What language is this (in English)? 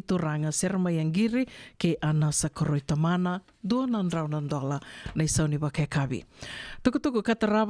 Fijian